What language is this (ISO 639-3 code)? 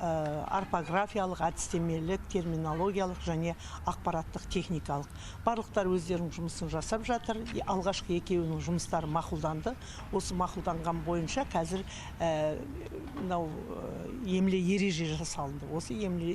kaz